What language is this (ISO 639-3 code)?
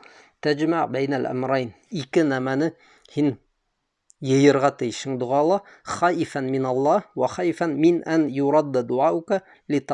bak